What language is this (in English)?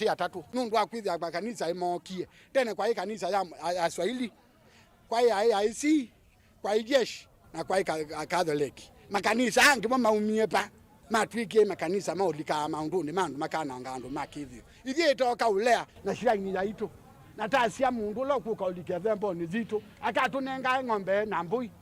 Kamba